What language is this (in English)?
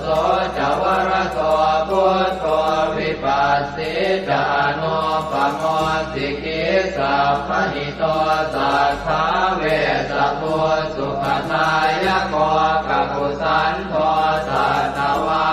Pali